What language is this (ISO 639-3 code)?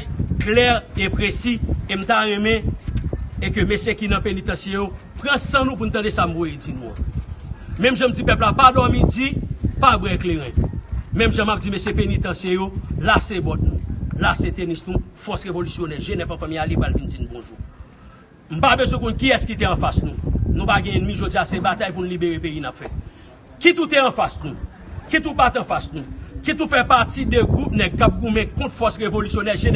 hat